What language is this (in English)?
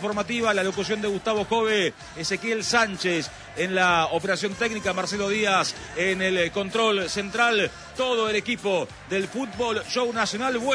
Spanish